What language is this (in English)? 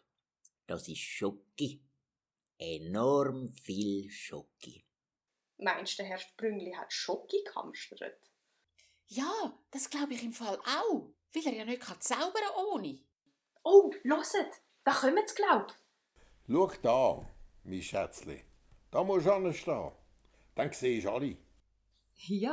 Swiss German